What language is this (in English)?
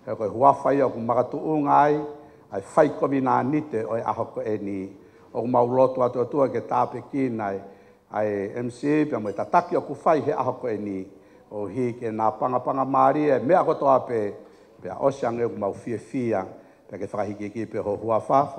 Tongan